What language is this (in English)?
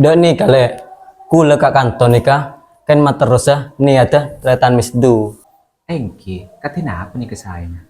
Madurese